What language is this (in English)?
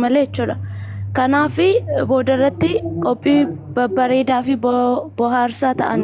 Oromo